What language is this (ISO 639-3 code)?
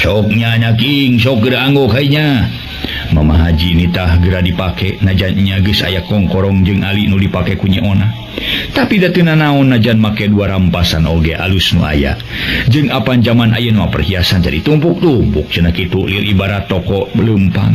sun